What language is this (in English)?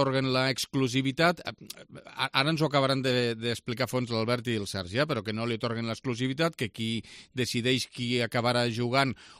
Catalan